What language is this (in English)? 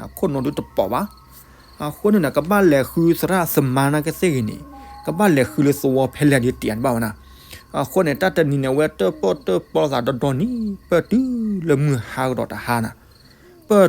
S'gaw Karen